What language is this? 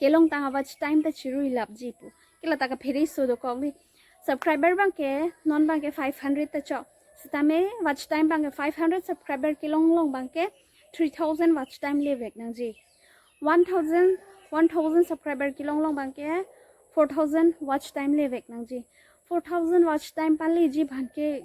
Karbi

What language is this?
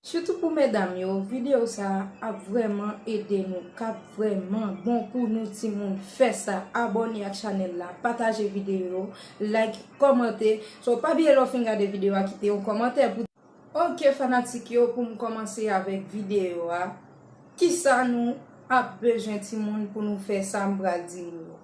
Haitian Creole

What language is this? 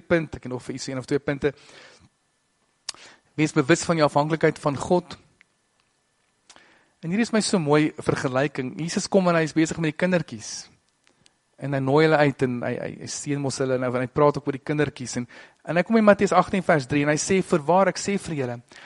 Afrikaans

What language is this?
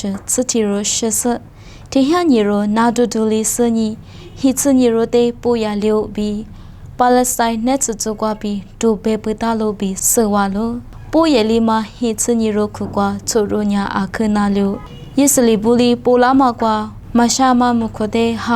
Lisu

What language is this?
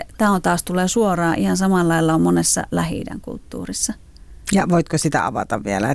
Finnish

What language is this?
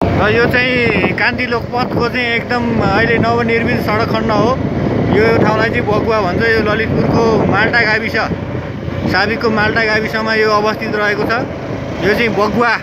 Nepali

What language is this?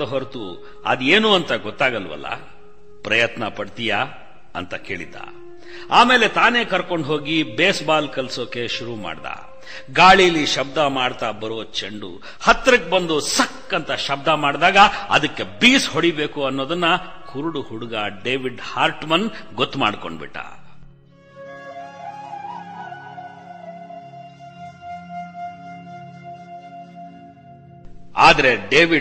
Kannada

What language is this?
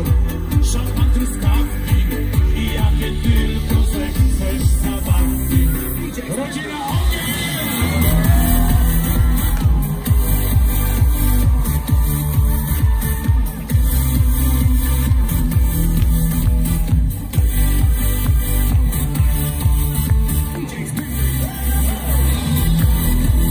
Polish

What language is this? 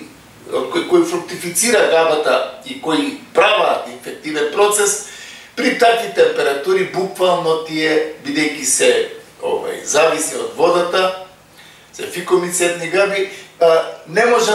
Macedonian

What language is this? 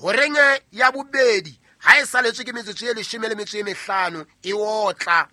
Southern Sotho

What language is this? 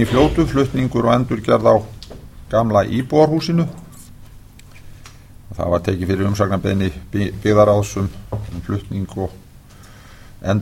Icelandic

